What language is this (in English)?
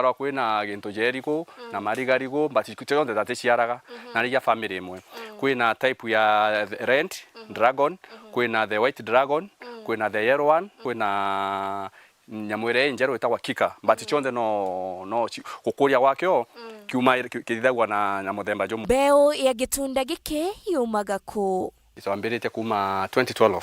Meru